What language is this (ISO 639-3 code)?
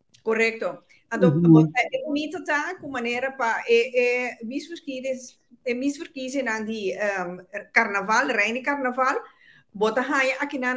pap